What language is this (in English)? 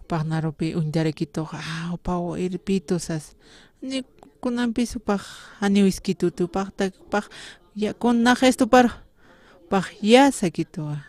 Aymara